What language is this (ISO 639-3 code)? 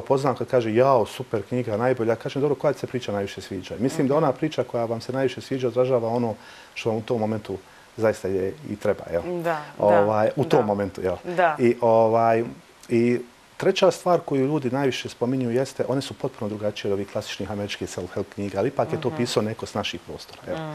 srp